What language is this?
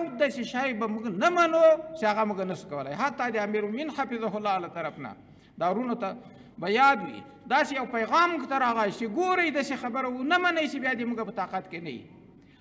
Pashto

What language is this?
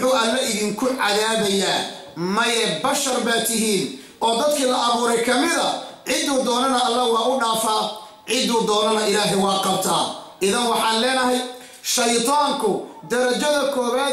Somali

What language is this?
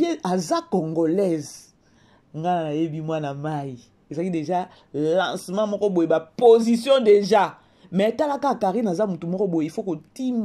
Lingala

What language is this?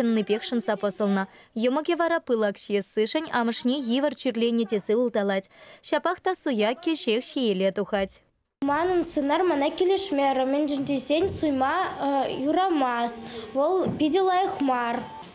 Chuvash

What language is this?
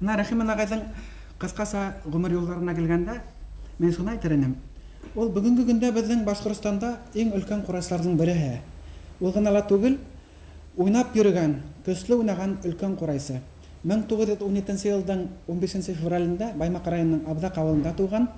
Bashkir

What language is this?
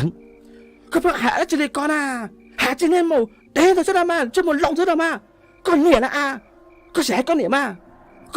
Hmong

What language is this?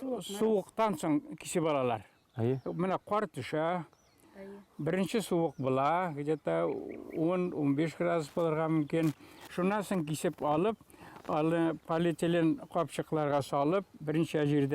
Bashkir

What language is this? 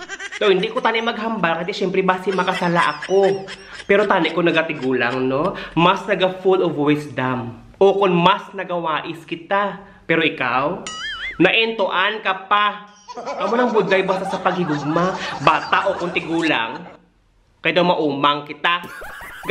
Hiligaynon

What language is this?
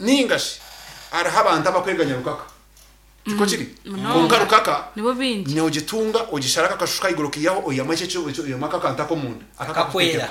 Nyankole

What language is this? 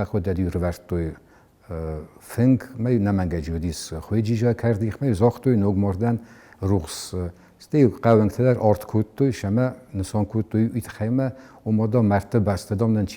Ossetic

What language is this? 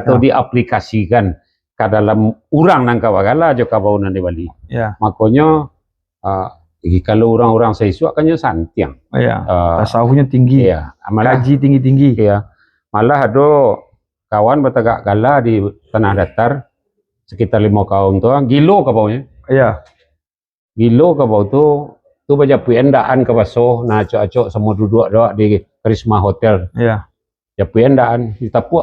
Minangkabau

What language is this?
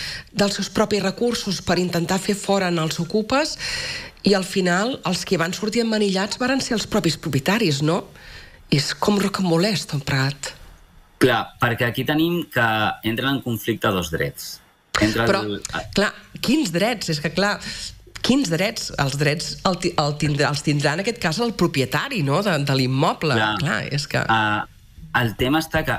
Catalan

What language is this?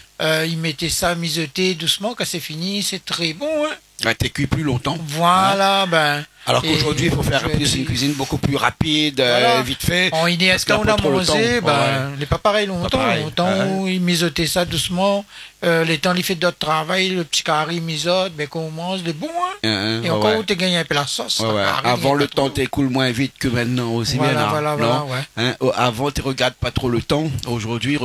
Réunion Creole French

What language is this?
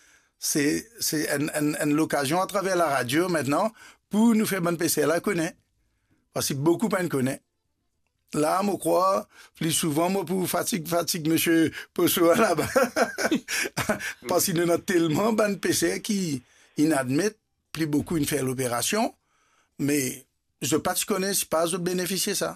Morisyen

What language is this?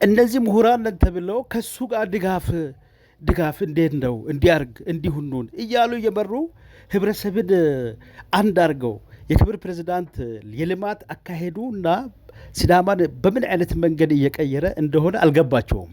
Amharic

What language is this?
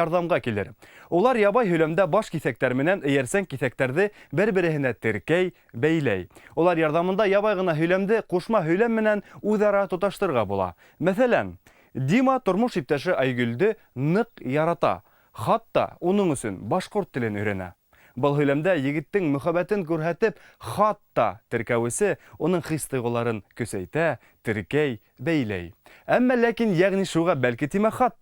Bashkir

